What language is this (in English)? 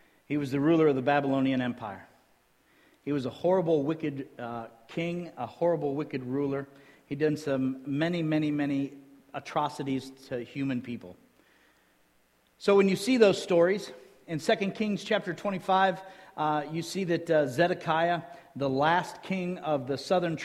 English